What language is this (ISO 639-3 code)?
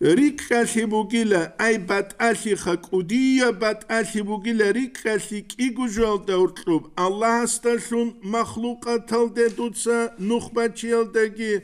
ava